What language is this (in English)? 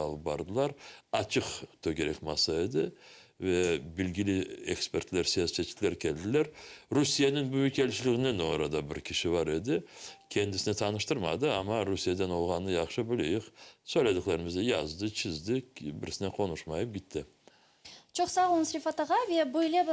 Crimean Tatar